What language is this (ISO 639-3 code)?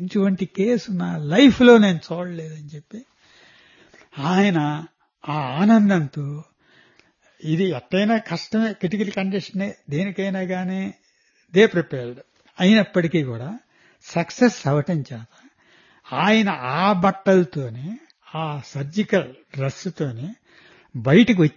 tel